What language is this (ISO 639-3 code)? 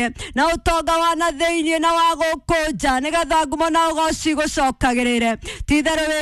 kik